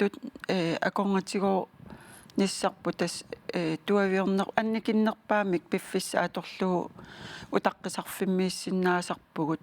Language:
Kalaallisut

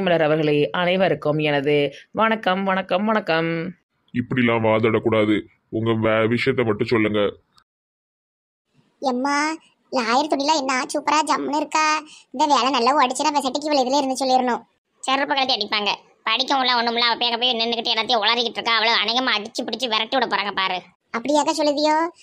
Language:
Tamil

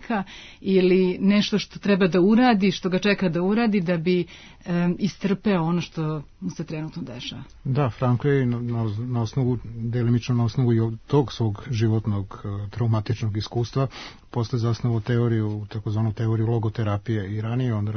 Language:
Serbian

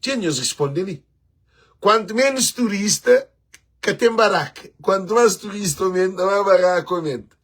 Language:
Kabuverdianu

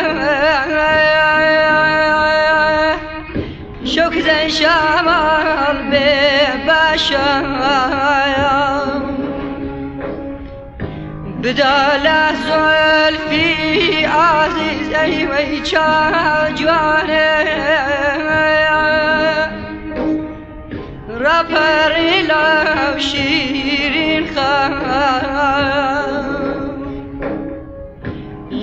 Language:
Central Kurdish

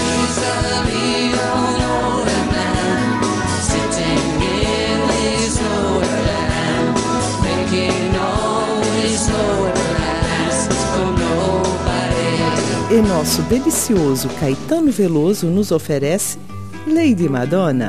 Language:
Portuguese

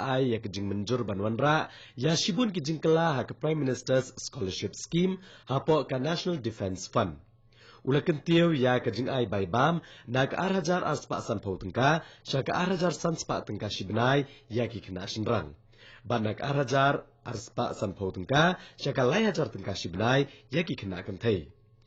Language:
Khasi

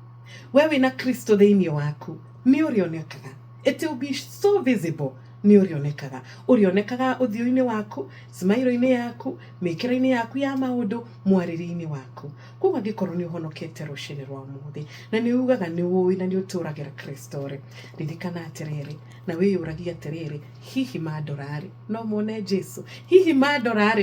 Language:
Kikuyu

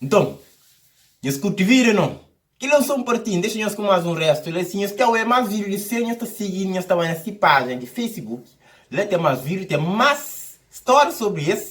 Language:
Kabuverdianu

